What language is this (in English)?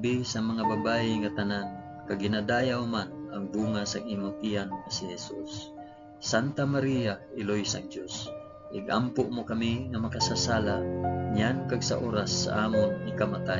Hiligaynon